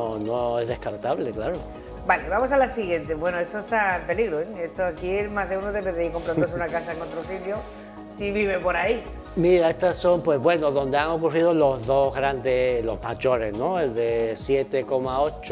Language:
Spanish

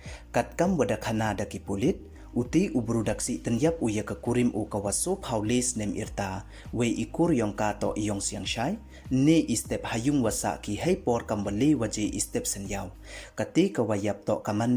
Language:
Pnar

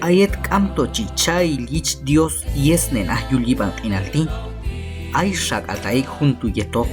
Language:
Q'anjob'al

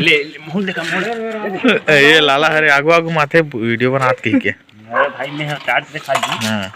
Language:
Chhattisgarhi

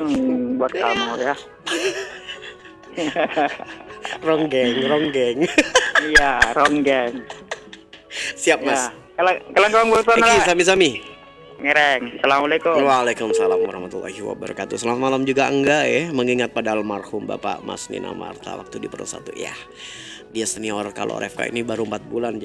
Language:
Indonesian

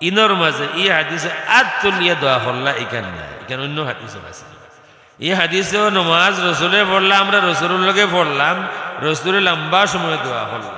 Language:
Sylheti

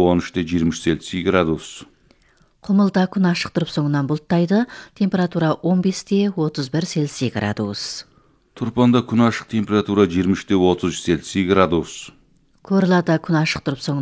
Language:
Kazakh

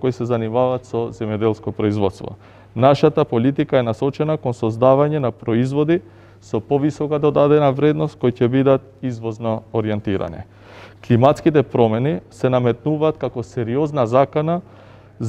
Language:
Macedonian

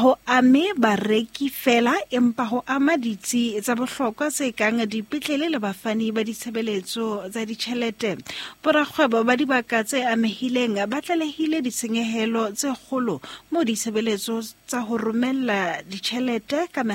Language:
Southern Sotho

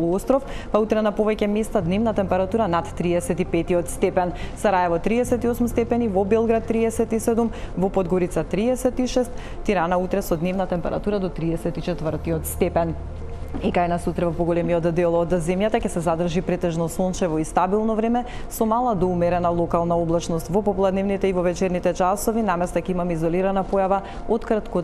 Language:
Macedonian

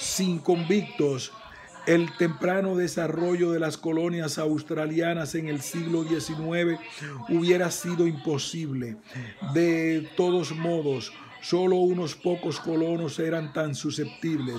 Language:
Spanish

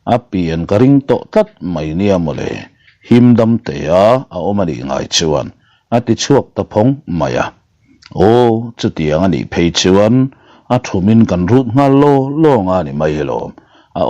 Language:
Mizo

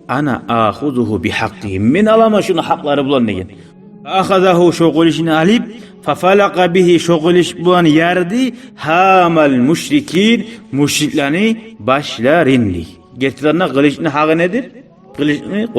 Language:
Kumyk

